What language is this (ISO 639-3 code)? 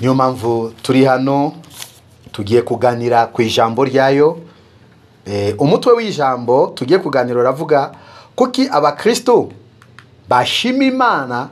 kin